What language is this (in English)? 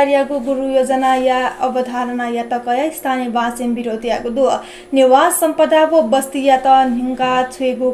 Newari